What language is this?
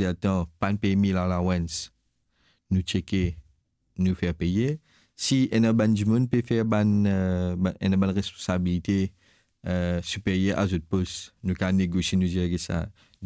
Morisyen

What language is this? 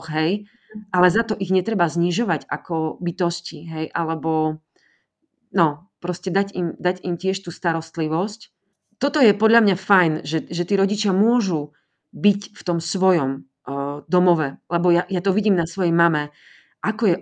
Slovak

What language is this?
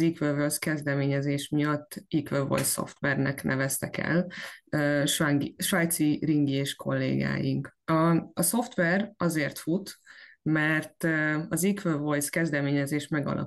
Hungarian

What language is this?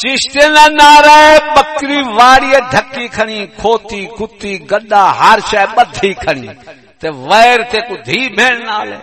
Saraiki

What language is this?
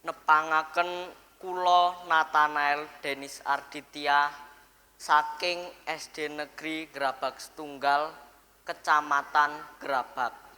Javanese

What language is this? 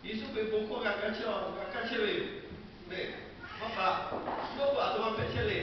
Lahu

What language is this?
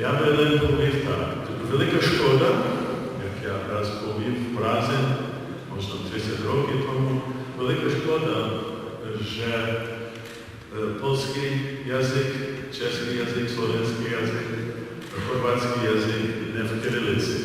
Rusyn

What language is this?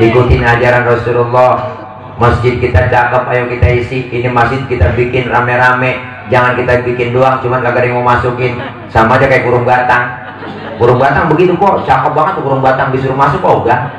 Betawi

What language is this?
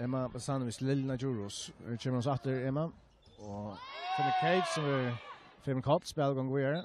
Faroese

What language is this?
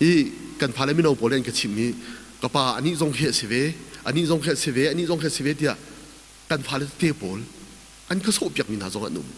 Hakha Chin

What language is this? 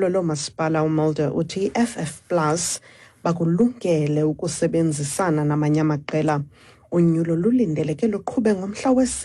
Xhosa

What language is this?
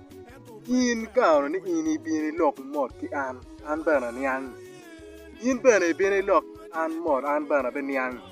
Acoli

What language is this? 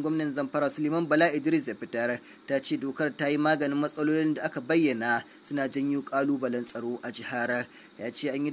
Hausa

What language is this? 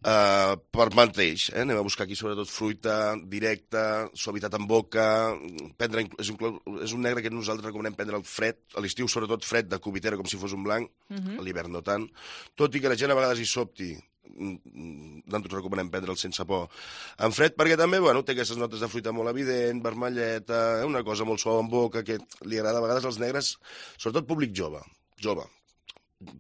Catalan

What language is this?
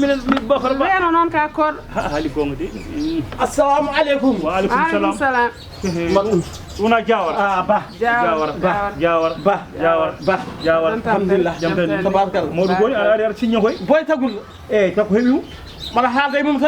Fula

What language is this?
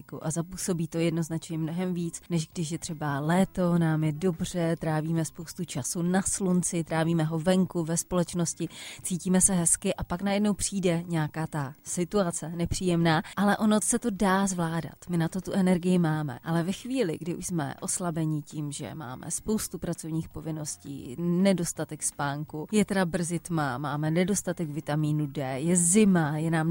Czech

